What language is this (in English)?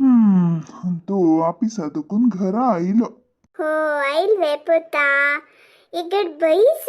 Konkani